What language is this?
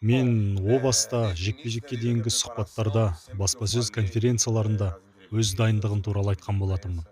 Kazakh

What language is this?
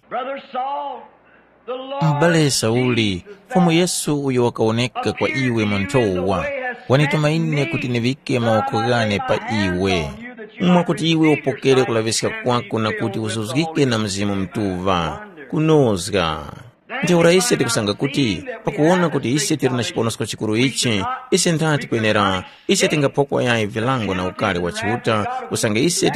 Tumbuka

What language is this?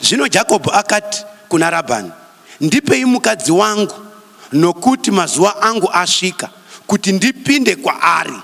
Shona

